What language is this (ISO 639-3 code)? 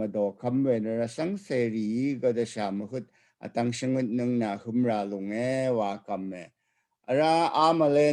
raw